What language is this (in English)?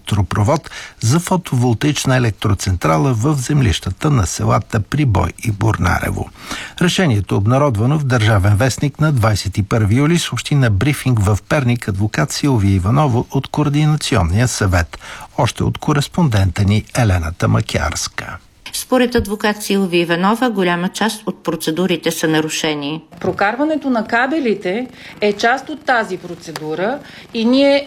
Bulgarian